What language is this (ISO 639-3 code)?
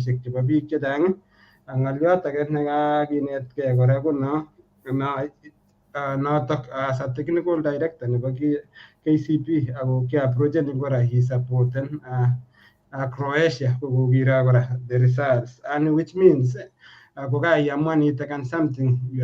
kln